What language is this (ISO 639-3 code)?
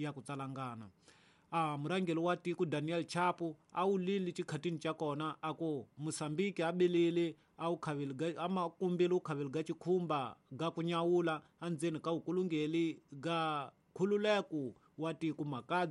tso